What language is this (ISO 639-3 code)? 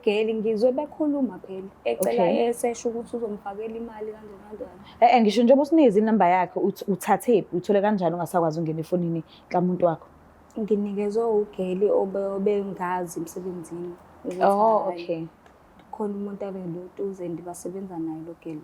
zul